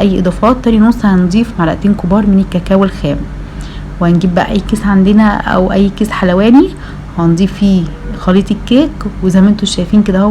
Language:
Egyptian Arabic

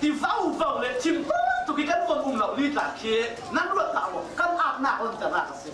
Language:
Falam Chin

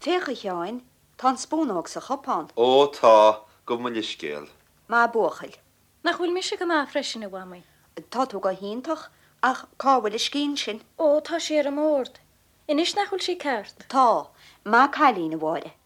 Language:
Irish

